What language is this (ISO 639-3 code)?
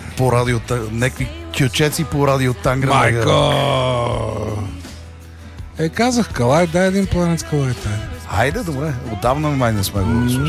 bul